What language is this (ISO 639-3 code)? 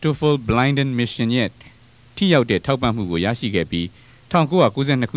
mya